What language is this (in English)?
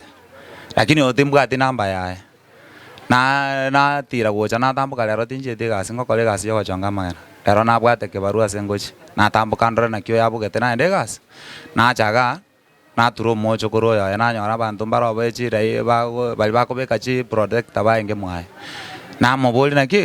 Gusii